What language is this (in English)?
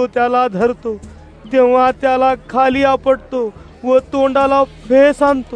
Marathi